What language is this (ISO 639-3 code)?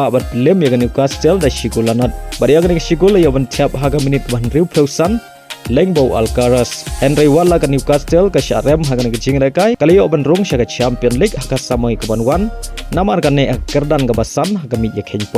kha